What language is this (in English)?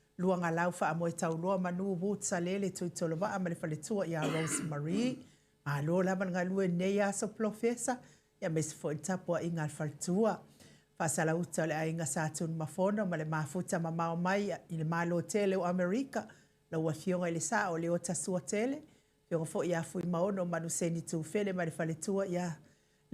Samoan